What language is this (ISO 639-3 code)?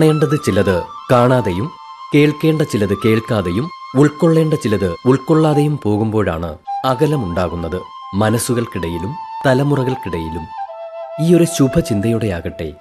mal